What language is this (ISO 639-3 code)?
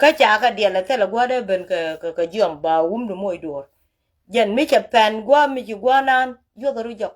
nus